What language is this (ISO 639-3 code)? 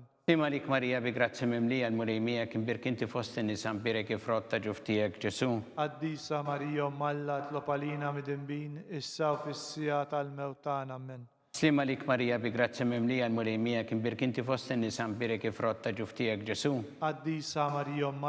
mlt